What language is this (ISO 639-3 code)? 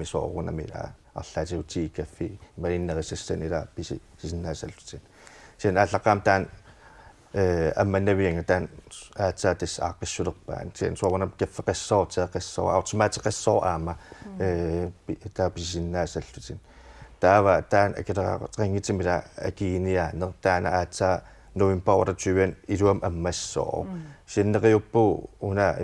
kal